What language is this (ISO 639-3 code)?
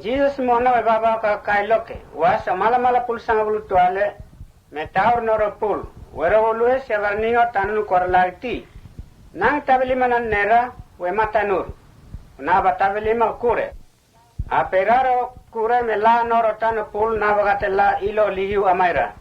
mtt